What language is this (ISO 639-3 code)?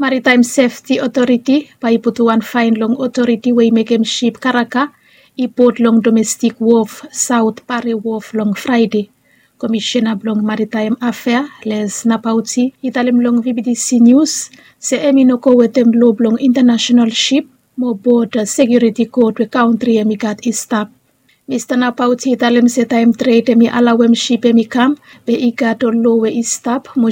bis